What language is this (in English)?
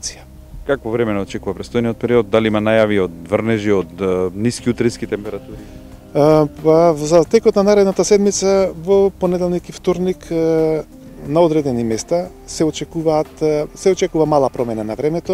Macedonian